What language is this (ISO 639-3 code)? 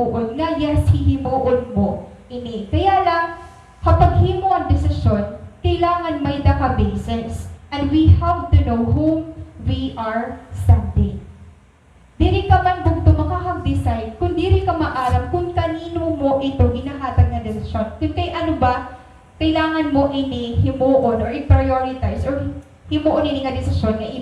war